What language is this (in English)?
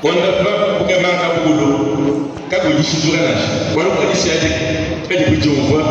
Luba-Lulua